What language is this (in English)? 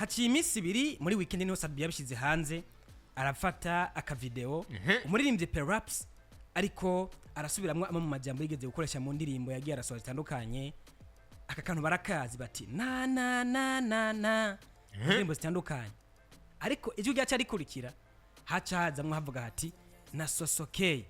Rundi